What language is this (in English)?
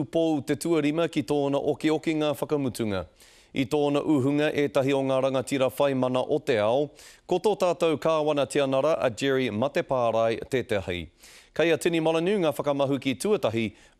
Māori